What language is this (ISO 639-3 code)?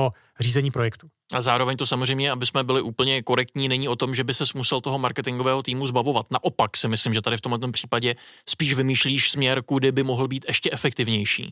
ces